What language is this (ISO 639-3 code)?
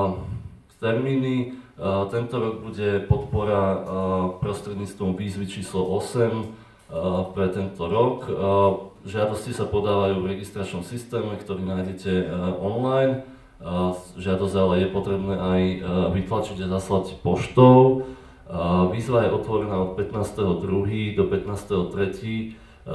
slk